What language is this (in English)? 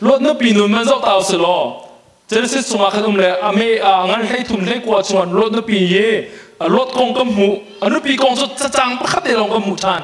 Hakha Chin